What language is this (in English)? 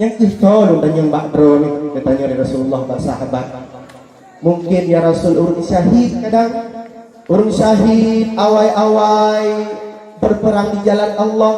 Achinese